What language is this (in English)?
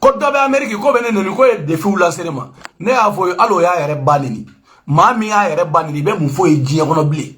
Bambara